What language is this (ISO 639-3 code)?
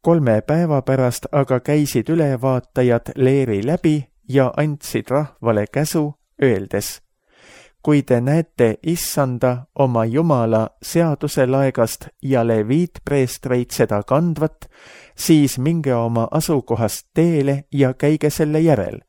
est